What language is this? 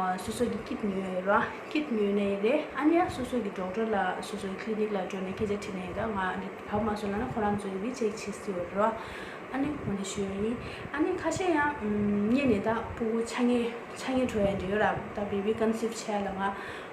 Tibetan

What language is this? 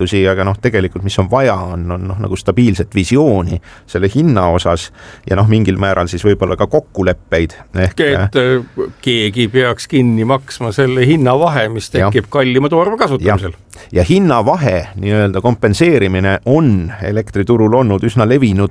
Estonian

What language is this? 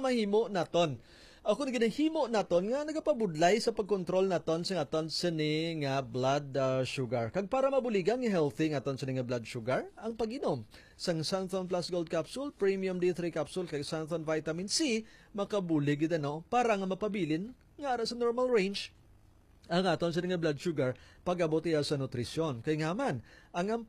Hiligaynon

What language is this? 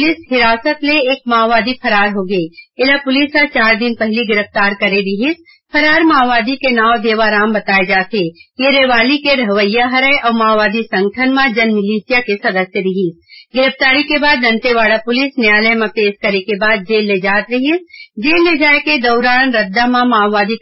Chhattisgarhi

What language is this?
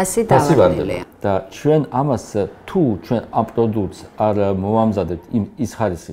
Georgian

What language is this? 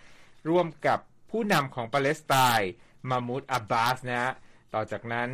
Thai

